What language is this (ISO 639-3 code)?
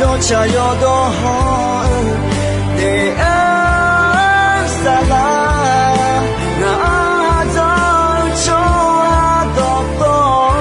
ahk